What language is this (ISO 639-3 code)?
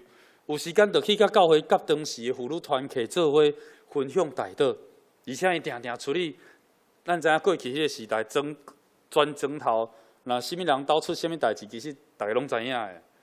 nan